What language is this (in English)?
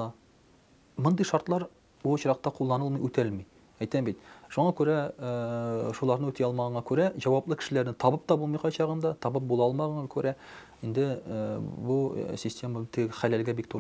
Tatar